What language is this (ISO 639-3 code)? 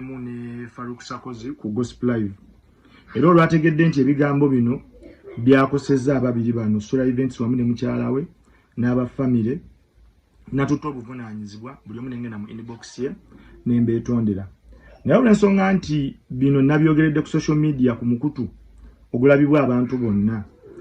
lug